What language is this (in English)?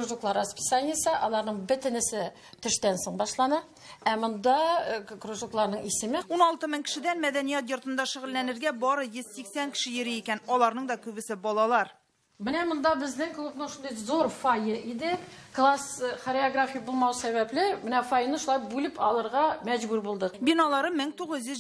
Tatar